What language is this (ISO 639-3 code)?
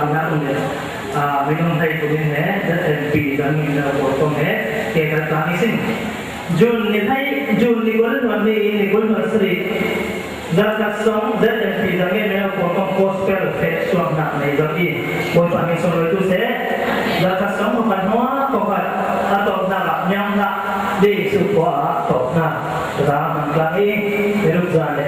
cfm